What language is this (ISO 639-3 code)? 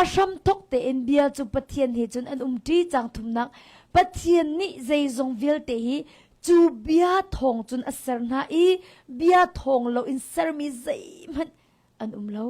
cnh